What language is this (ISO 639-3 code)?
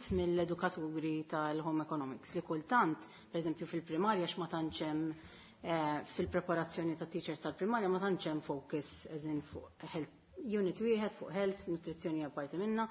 mlt